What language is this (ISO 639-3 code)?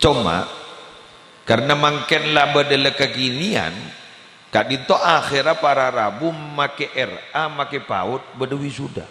mad